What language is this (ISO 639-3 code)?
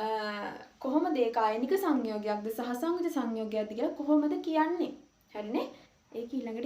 sin